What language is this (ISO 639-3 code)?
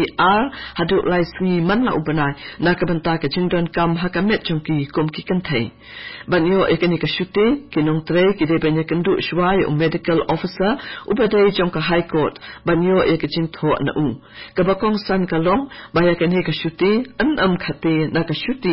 kha